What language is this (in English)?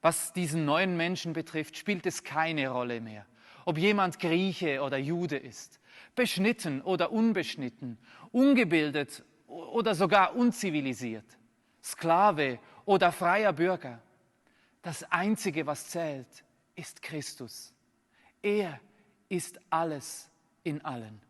Swiss German